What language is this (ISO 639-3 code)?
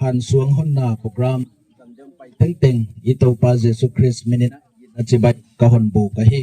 gnb